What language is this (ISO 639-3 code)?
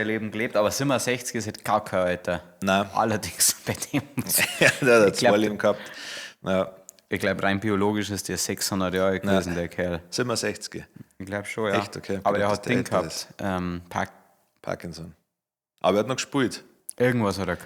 bar